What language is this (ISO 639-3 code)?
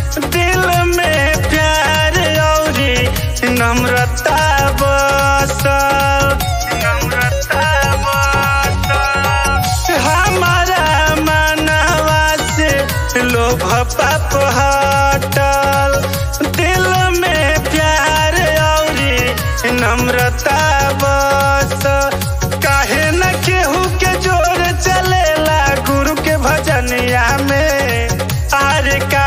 bho